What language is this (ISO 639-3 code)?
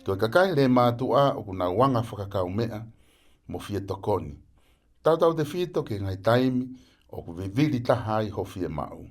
ton